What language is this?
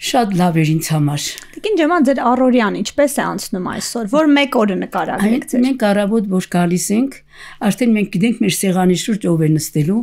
Armenian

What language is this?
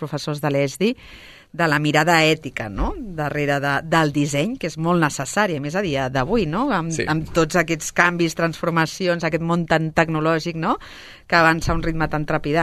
Catalan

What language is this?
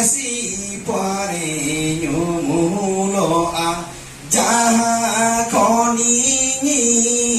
Santali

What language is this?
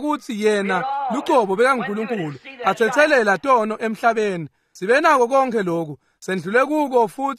Swati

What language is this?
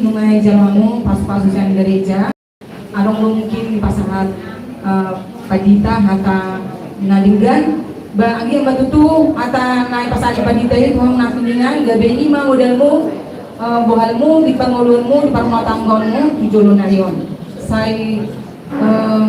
Batak Toba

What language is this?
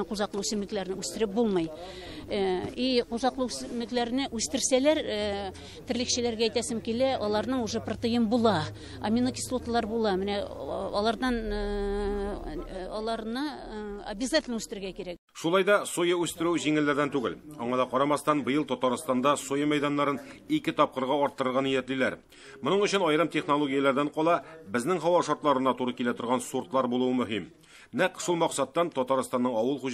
Tatar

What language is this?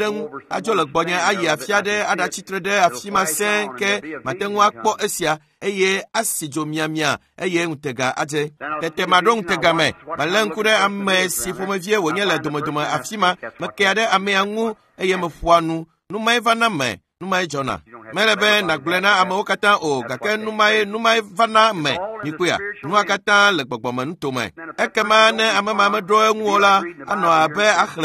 Ewe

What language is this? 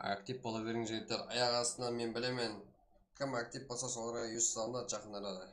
Kara-Kalpak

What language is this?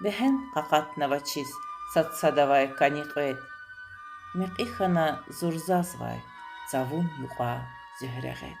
Lezghian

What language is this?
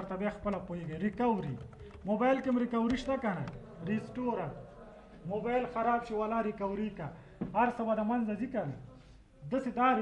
Pashto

